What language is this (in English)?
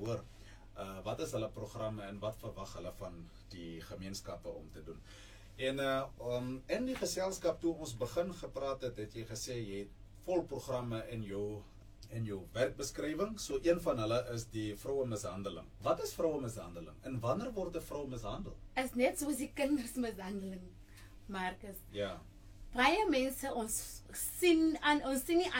Afrikaans